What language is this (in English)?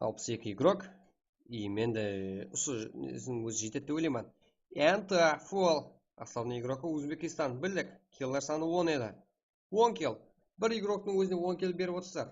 Kara-Kalpak